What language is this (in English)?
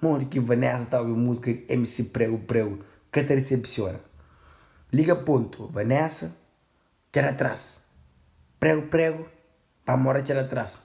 Kabuverdianu